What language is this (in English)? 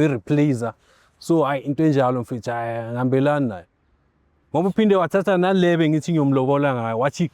Zulu